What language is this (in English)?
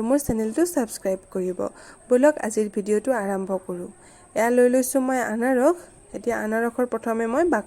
Assamese